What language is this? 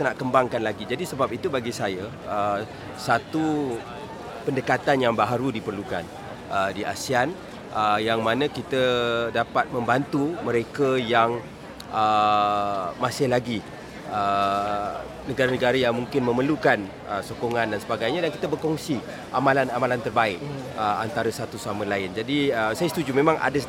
Malay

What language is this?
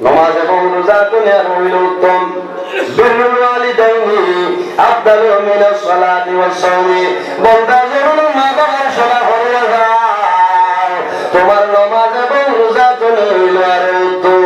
Sylheti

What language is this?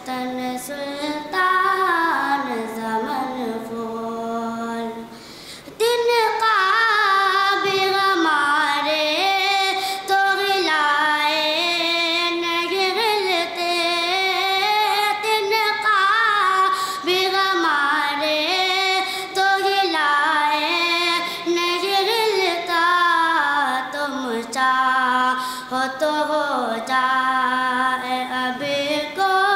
Urdu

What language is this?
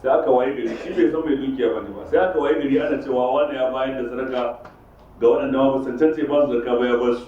Hausa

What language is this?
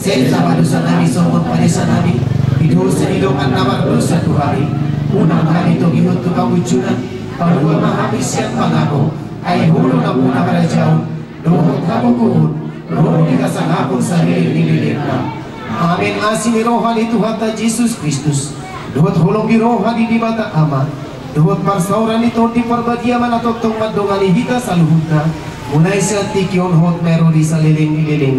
Batak Toba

